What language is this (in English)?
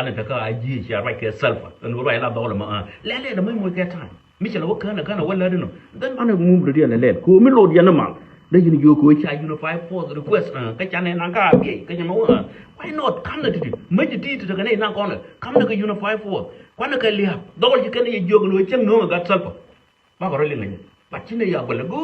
Nuer